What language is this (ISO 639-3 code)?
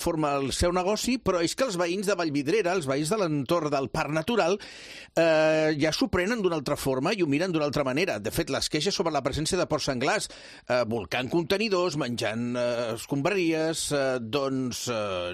cat